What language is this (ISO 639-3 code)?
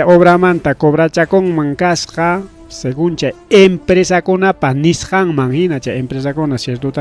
quy